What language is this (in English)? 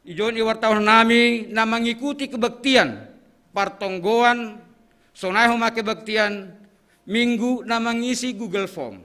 Batak Simalungun